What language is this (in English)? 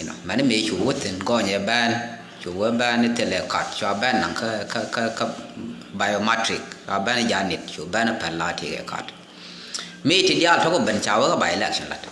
Nuer